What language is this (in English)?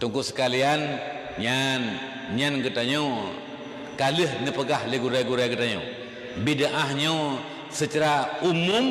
Achinese